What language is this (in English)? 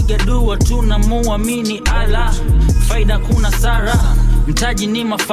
Swahili